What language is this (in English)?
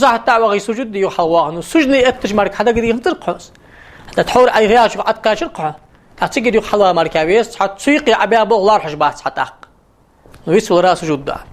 Ingush